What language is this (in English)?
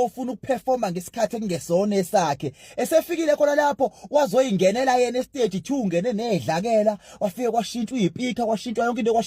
Zulu